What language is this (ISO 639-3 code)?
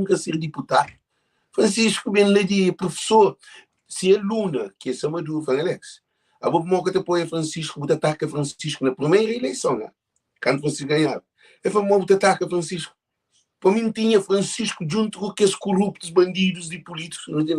kea